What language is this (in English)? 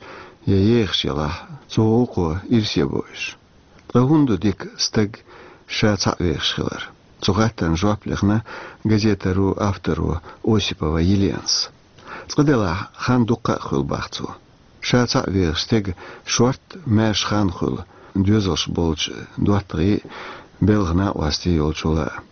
Chechen